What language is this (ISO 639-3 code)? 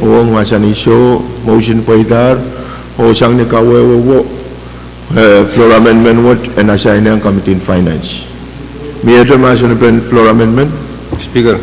pon